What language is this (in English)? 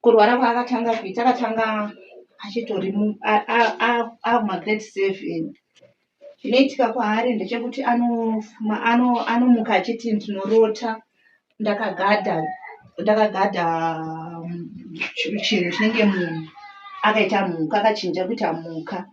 Shona